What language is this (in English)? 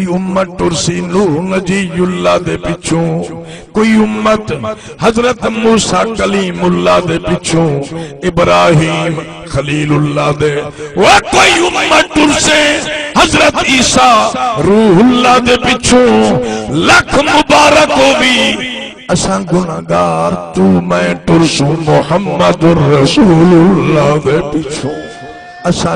Saraiki